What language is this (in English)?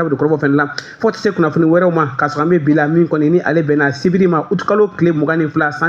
Bambara